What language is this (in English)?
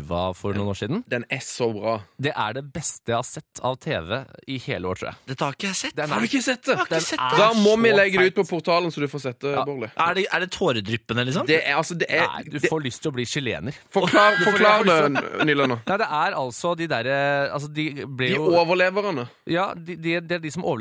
Norwegian